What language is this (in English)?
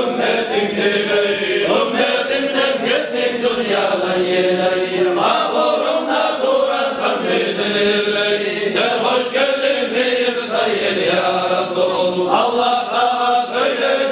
Kumyk